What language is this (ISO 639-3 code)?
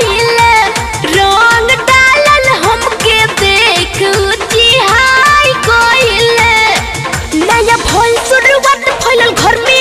bho